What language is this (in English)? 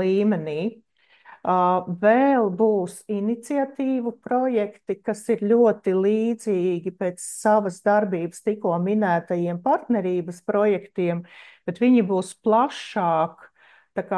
Latvian